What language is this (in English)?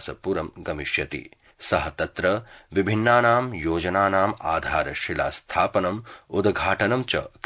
Sanskrit